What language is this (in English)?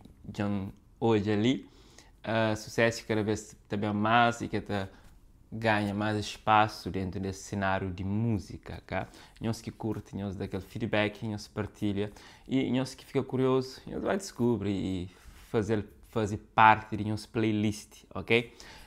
Kabuverdianu